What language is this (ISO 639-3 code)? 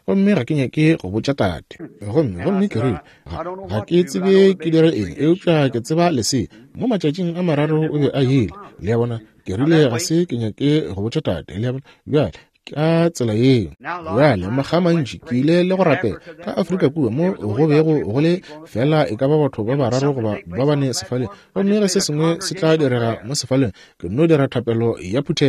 nso